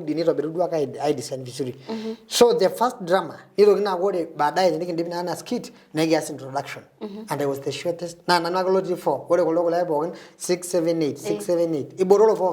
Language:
Masai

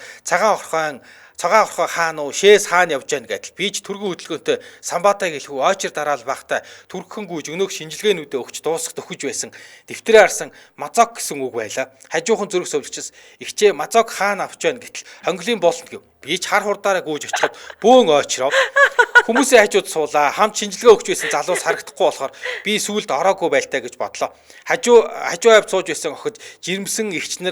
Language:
Mongolian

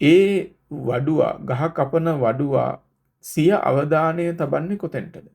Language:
Sinhala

